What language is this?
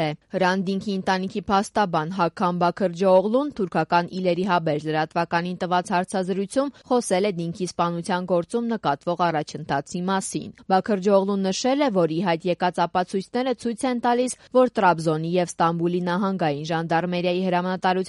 Armenian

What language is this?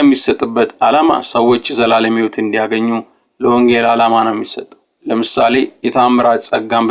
Amharic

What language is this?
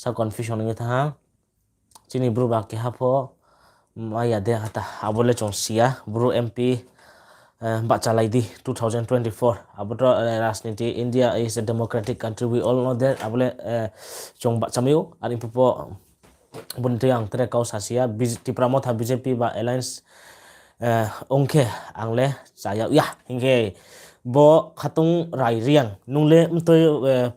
Riang (India)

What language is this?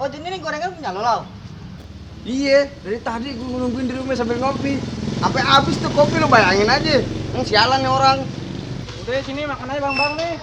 Betawi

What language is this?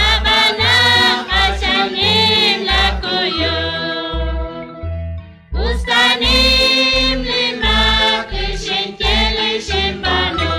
Kekchí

